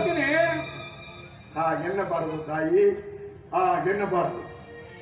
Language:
Kannada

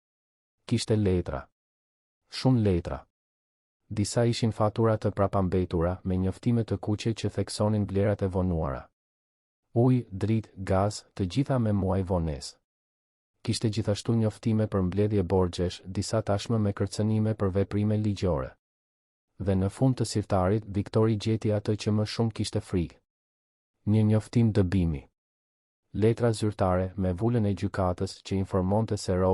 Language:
Albanian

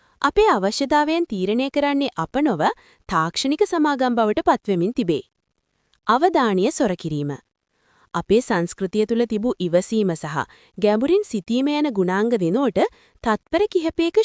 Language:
Sinhala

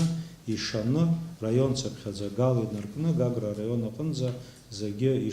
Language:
Abkhazian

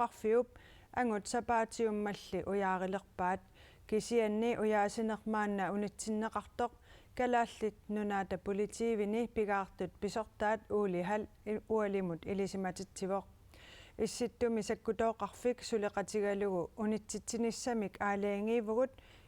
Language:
Kalaallisut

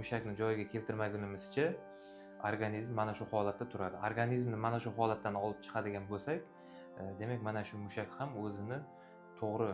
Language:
Uzbek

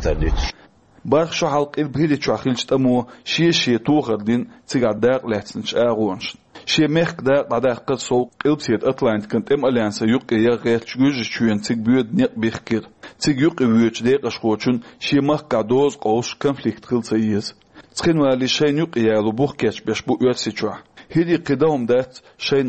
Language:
Chechen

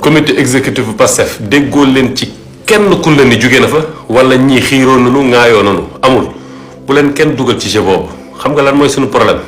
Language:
Wolof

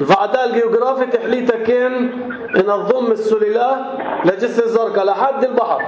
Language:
North Levantine Arabic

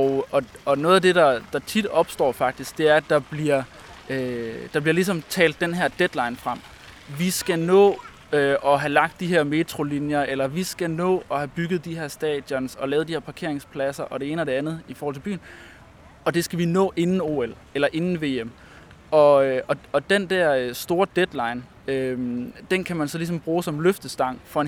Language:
Danish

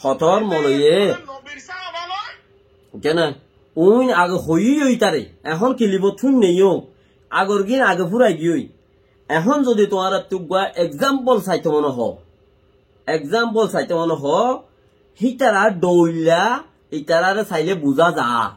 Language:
Rohingya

